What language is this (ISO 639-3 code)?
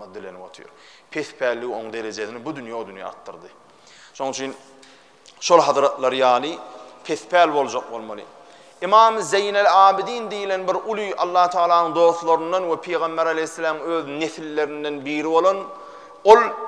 tuk